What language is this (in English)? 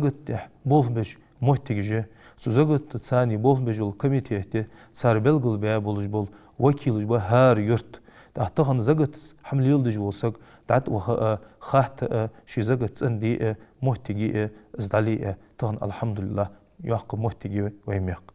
Ingush